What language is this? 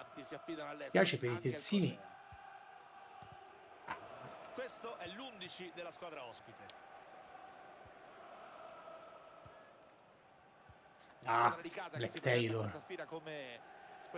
Italian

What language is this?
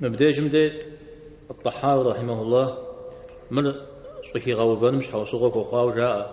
Kabardian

